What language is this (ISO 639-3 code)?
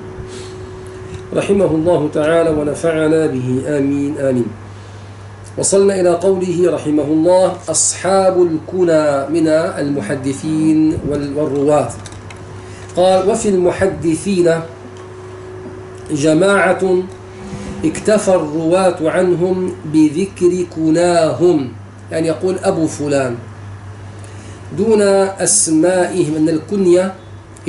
ara